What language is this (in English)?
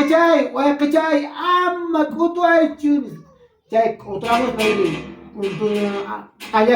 Quechua